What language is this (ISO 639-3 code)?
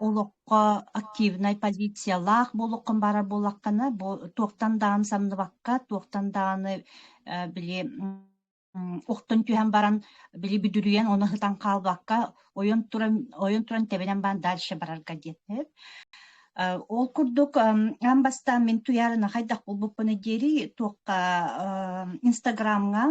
sah